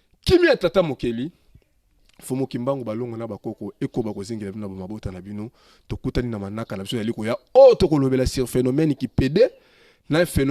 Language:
Lingala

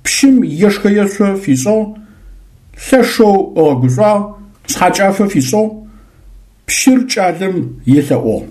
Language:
Adyghe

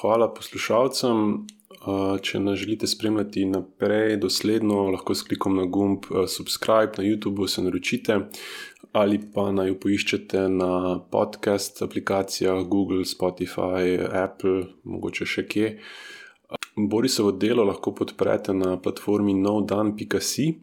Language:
Slovenian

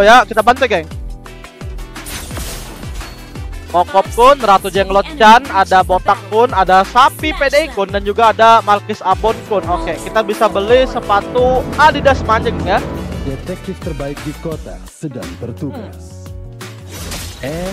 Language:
Indonesian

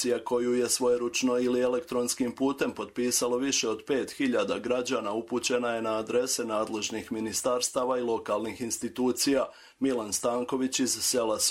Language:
Croatian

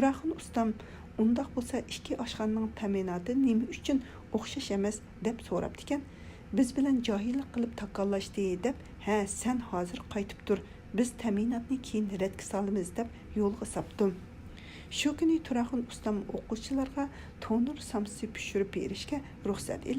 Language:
Uyghur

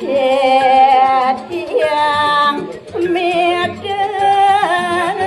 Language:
Balinese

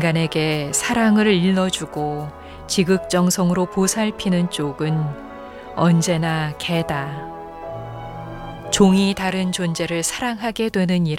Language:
Korean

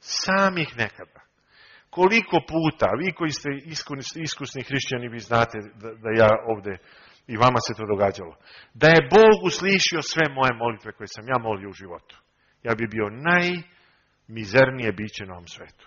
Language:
Serbian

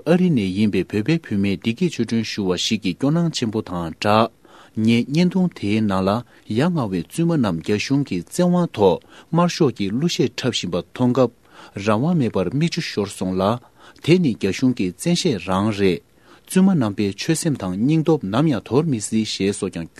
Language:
Tibetan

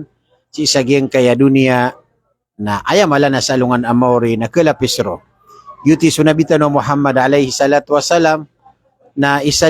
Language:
Maranao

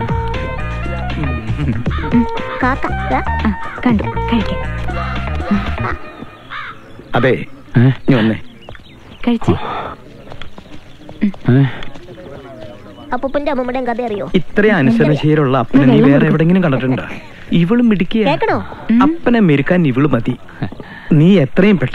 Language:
Malayalam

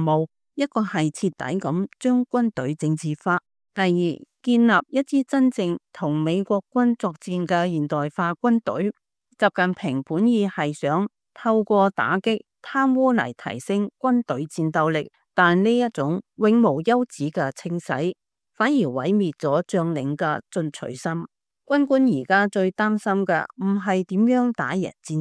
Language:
Cantonese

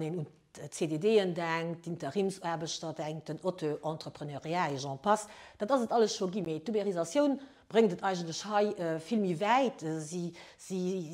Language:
Luxembourgish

